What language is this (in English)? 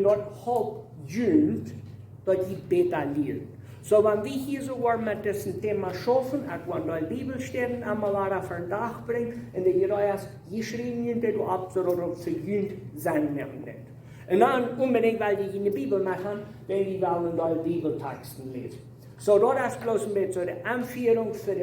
Plautdietsch